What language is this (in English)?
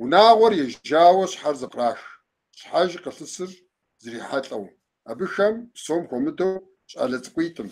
Kabardian